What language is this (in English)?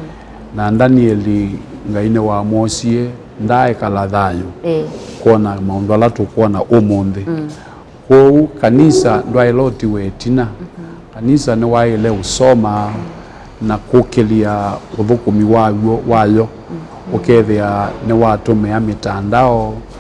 Kamba